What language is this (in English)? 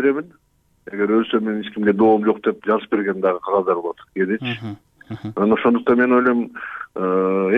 Kyrgyz